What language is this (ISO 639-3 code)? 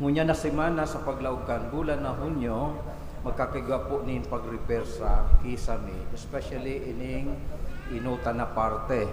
bik